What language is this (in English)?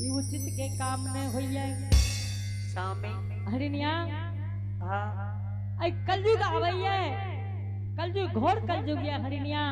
Angika